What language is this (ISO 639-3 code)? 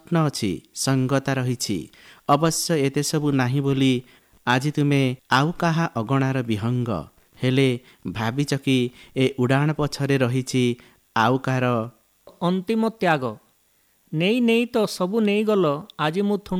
ori